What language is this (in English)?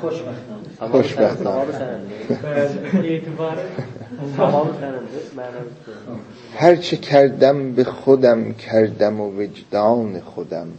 South Azerbaijani